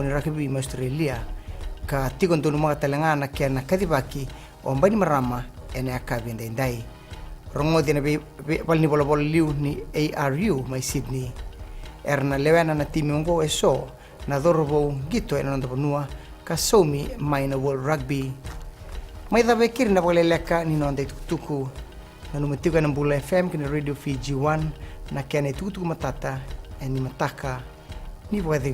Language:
Fijian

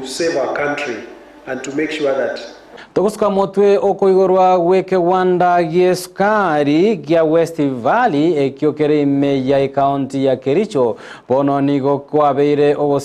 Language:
Gusii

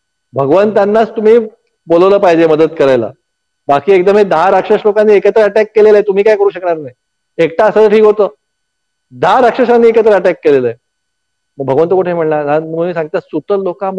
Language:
Marathi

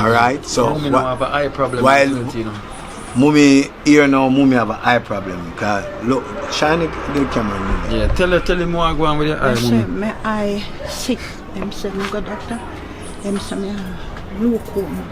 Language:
Jamaican Creole English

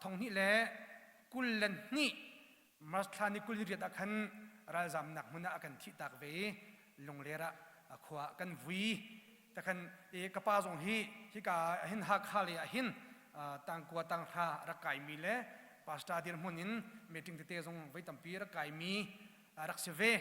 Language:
Hakha Chin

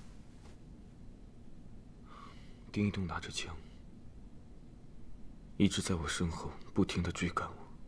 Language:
Chinese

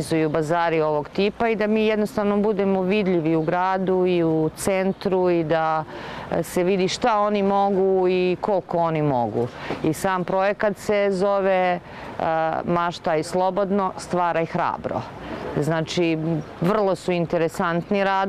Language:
Serbian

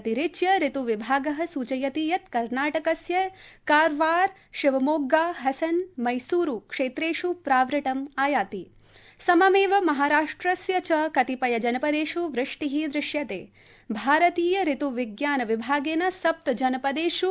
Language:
Sanskrit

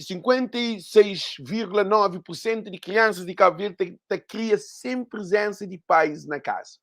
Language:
Kabuverdianu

